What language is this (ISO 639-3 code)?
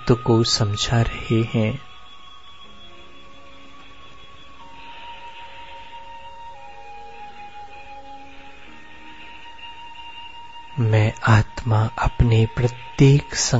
hin